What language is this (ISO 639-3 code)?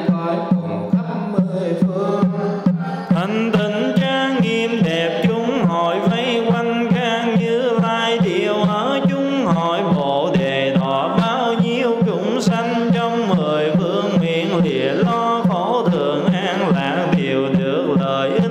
vie